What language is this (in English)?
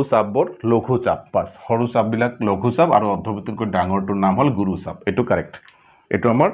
Assamese